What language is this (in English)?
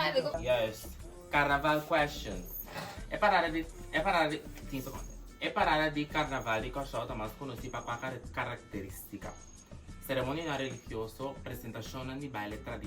Papiamento